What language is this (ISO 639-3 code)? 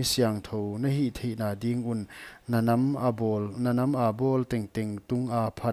pck